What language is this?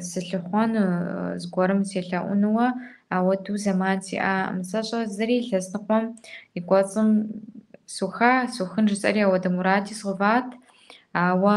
Kabardian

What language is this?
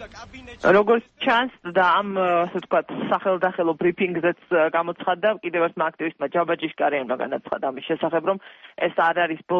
Georgian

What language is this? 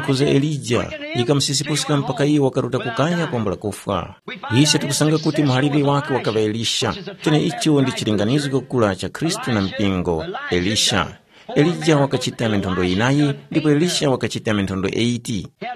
Tumbuka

